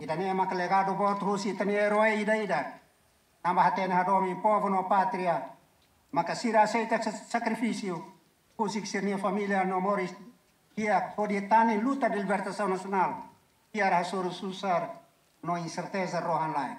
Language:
Tetum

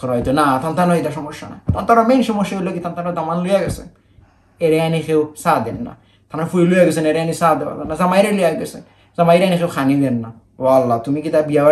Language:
Sylheti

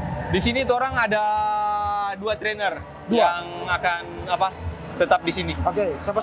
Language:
Manado Malay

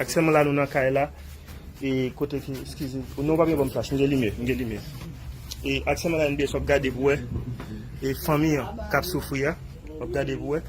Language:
Haitian Creole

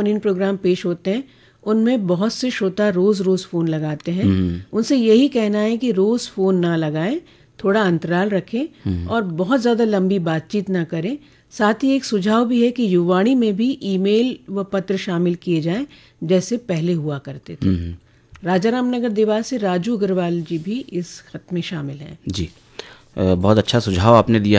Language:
Hindi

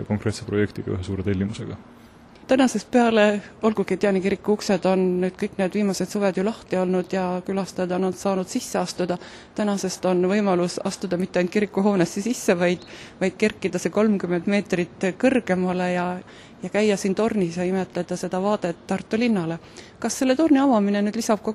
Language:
Estonian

